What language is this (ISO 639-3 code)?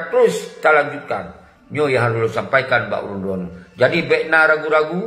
ace